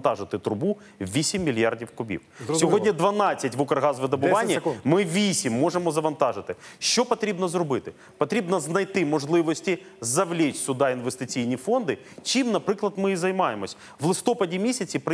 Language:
Ukrainian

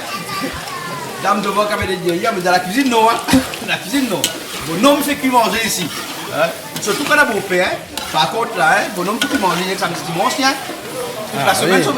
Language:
Réunion Creole French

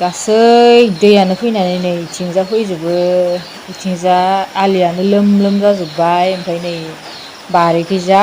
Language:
Bodo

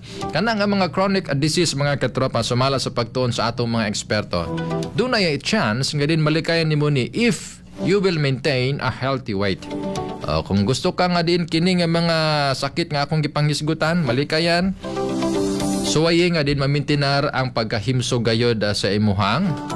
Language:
Cebuano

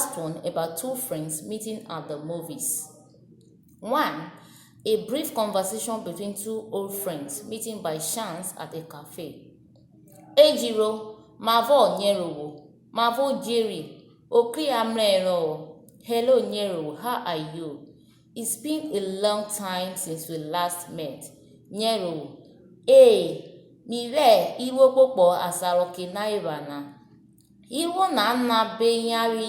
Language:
Urhobo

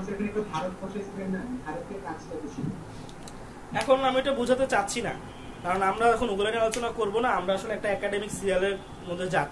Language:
Bangla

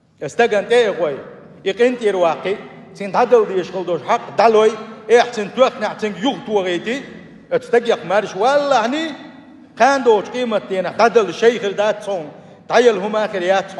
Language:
Chechen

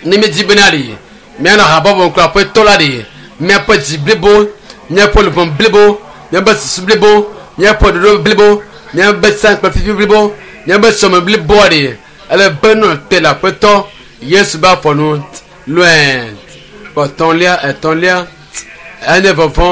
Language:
Ewe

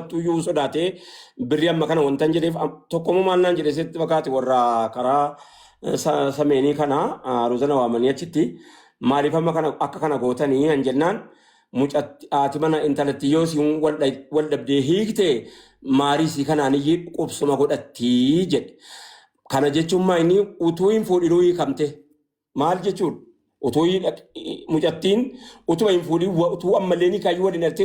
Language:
Oromo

